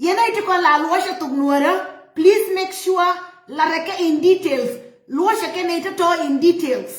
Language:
Nuer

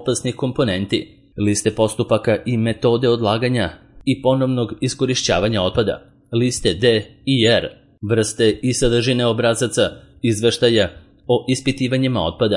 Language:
Serbian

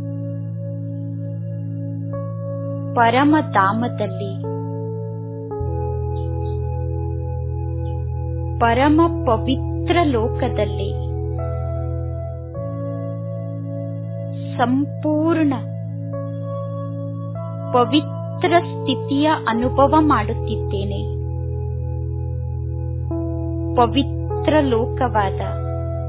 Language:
Kannada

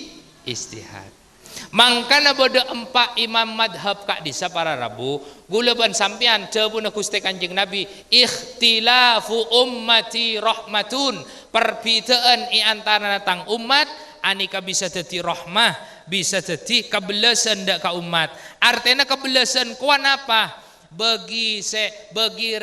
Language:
Madurese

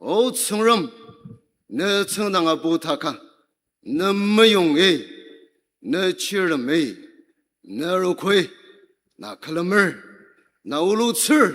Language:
Ao Naga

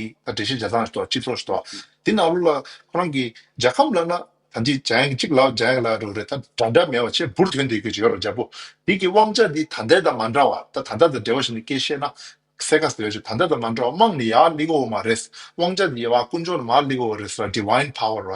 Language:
Tibetan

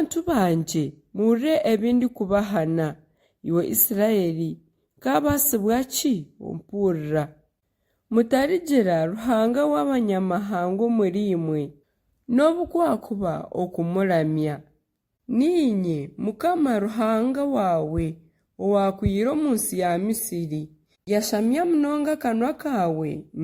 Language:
Nyankole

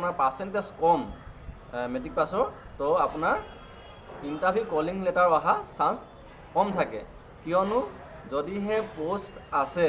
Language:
Assamese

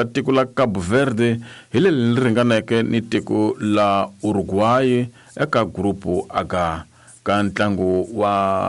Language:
Tsonga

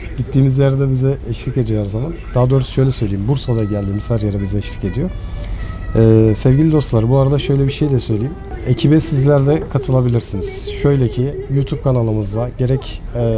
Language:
Turkish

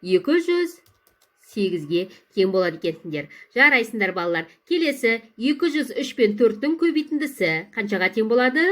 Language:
Kazakh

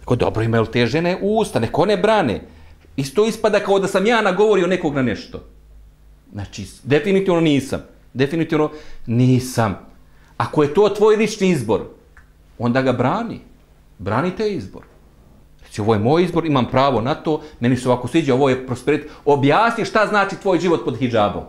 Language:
Bosnian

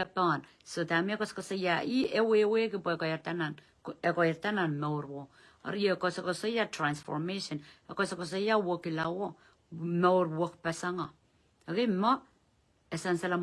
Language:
Pohnpeian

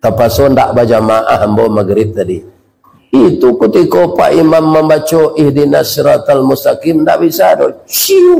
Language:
Minangkabau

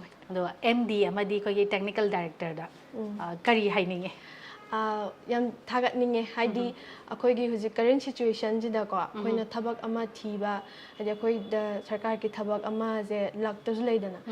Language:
Manipuri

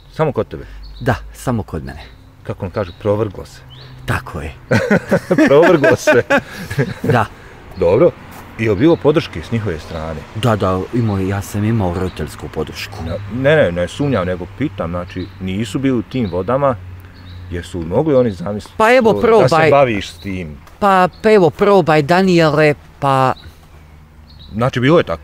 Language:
Bosnian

